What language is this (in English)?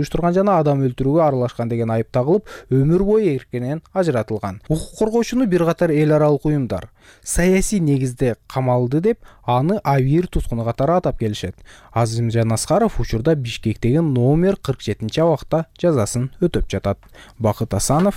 Kyrgyz